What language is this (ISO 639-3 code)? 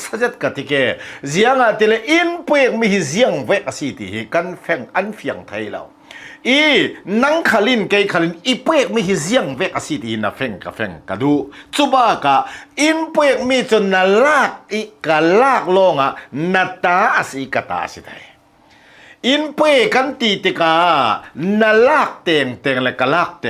cnh